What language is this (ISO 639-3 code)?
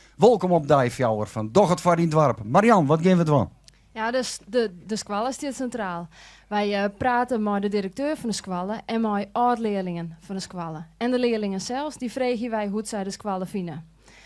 fry